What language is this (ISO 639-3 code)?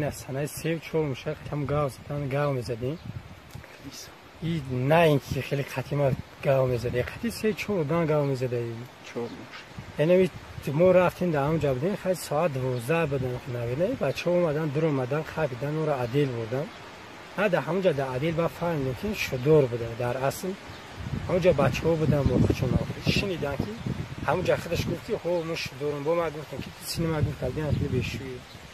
tgk